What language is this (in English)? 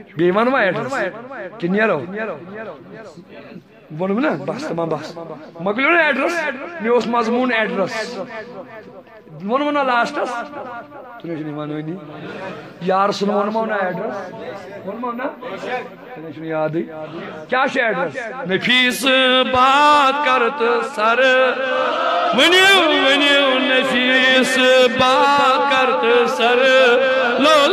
Kashmiri